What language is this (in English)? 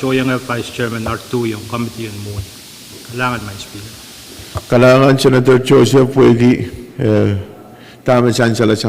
Pohnpeian